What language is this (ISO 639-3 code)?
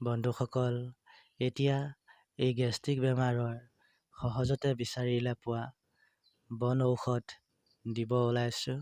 asm